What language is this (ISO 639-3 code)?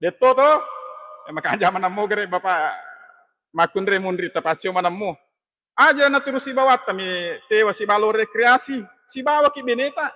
bug